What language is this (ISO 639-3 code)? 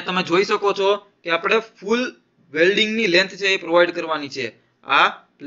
guj